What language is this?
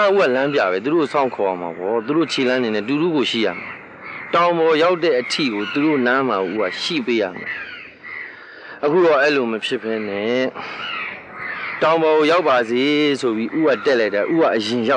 Burmese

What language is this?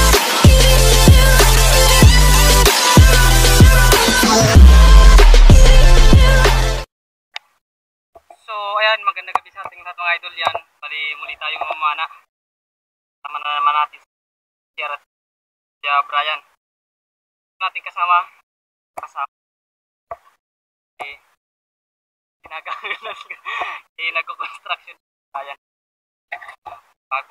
Filipino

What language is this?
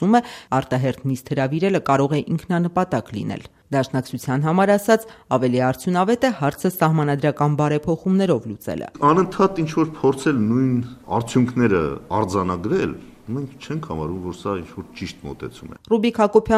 Armenian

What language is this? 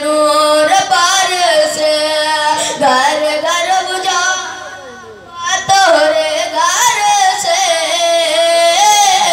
Bhojpuri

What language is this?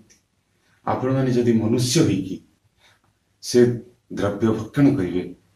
Odia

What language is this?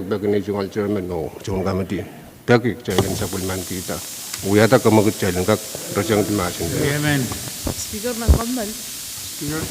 Pohnpeian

